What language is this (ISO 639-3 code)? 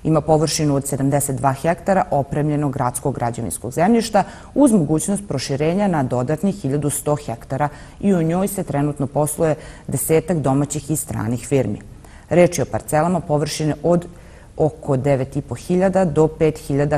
srp